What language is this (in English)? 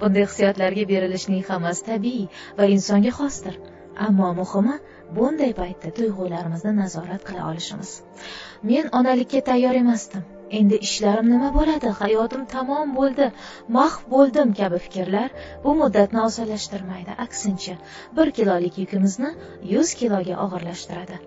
Uzbek